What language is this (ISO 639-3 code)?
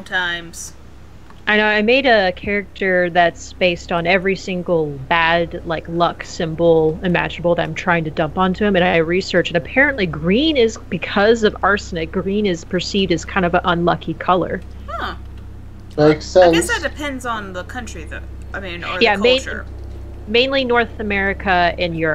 eng